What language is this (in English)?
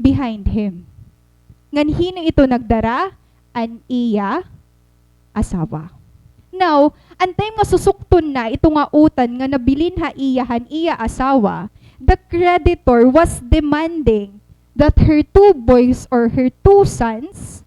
Waray